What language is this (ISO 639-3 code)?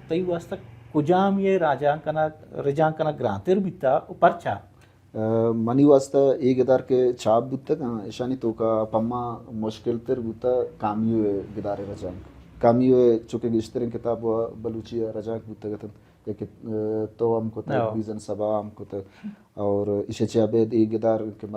bal